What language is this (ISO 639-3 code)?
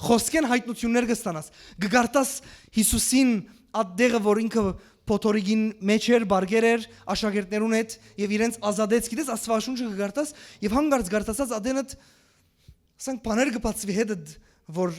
hyw